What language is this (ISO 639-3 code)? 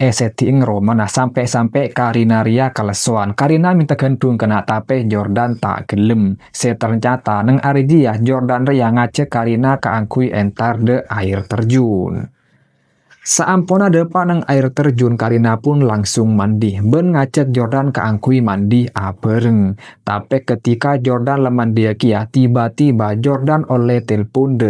mad